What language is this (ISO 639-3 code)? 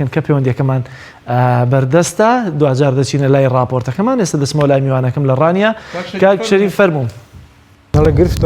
ckb